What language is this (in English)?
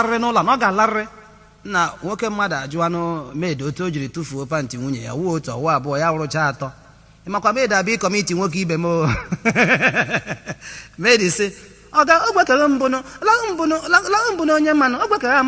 Igbo